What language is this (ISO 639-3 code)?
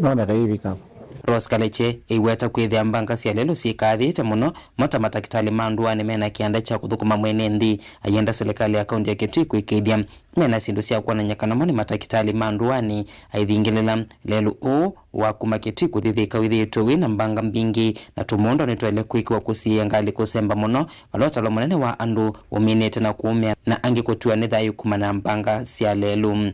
kam